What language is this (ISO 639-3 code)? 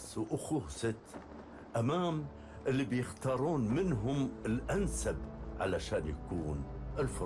afb